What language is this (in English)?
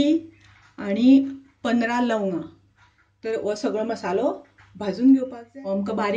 Konkani